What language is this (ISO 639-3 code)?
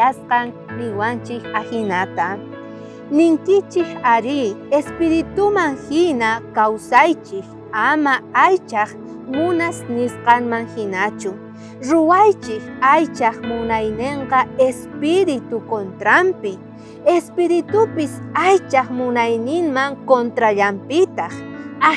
quh